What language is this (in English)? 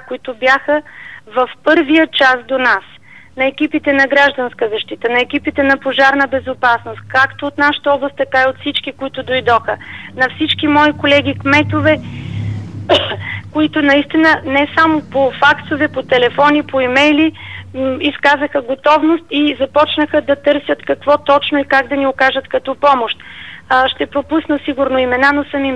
Bulgarian